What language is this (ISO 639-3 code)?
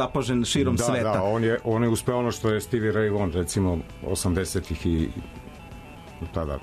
srp